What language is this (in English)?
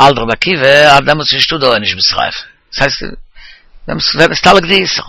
Yiddish